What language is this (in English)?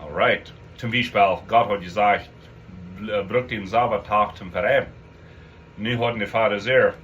Plautdietsch